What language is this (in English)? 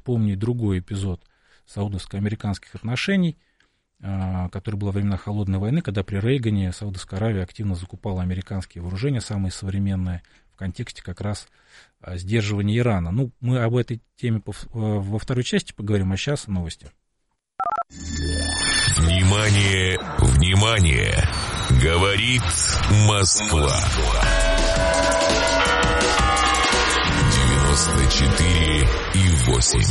Russian